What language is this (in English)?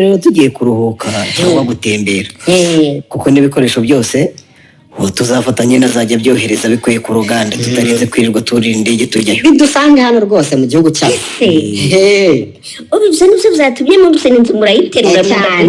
Kinyarwanda